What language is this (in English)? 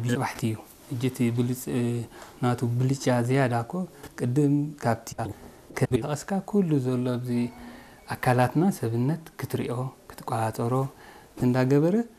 Tigrinya